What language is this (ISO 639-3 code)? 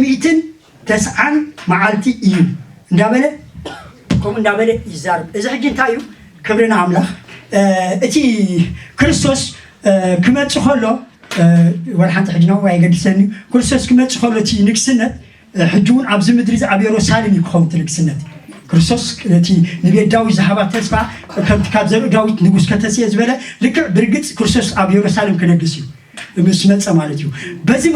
tir